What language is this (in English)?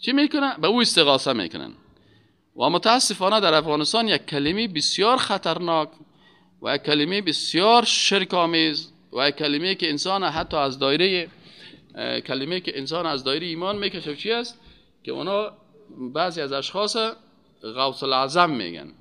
Persian